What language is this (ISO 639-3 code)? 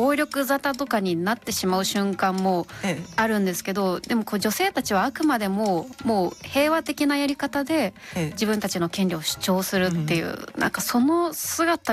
jpn